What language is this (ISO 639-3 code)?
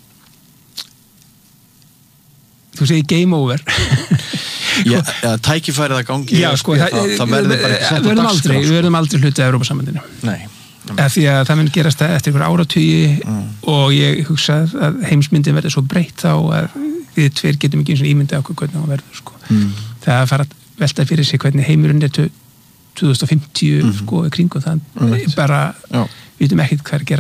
isl